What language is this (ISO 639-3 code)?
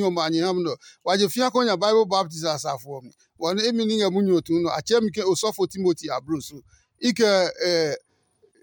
ada